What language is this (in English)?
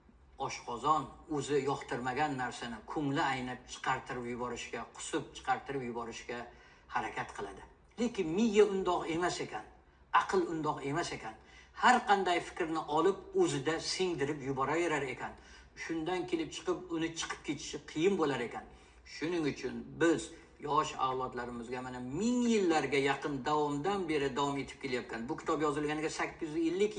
Uzbek